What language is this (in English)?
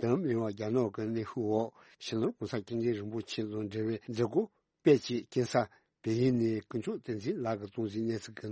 Tibetan